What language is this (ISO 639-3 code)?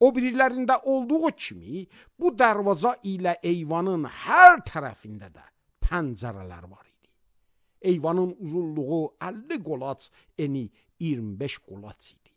aze